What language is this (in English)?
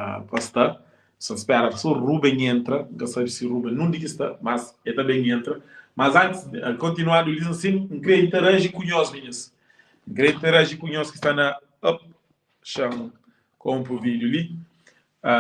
Kabuverdianu